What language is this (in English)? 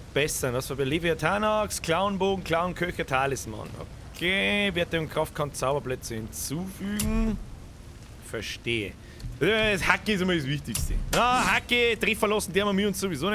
Bavarian